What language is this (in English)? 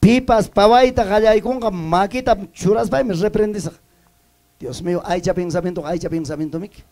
Ayacucho Quechua